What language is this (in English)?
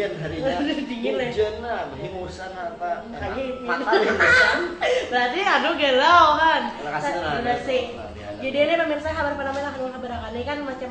Banjar